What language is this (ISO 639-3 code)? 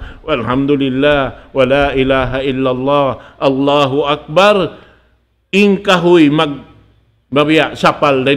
tsg